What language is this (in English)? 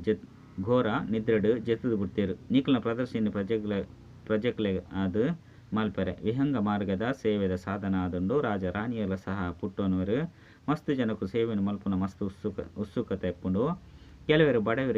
Tulu